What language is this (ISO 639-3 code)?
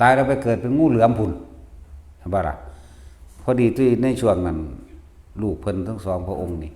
lao